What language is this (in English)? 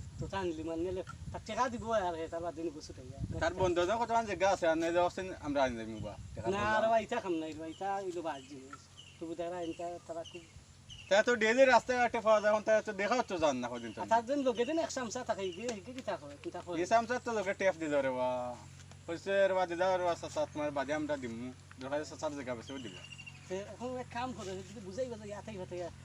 Sylheti